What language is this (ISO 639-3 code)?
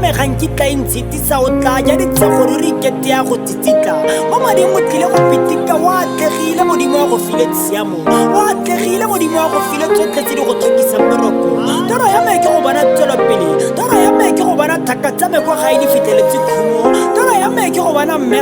tsn